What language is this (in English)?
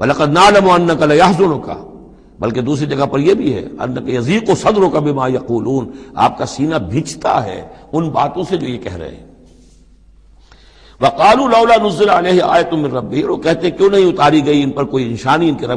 Urdu